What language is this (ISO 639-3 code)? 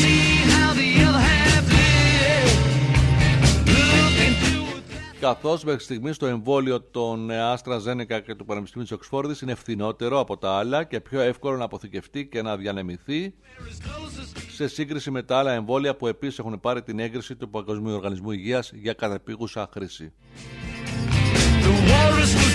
ell